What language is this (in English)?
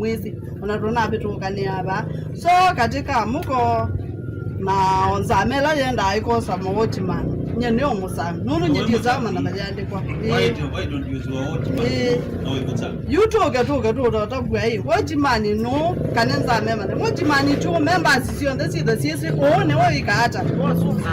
Kamba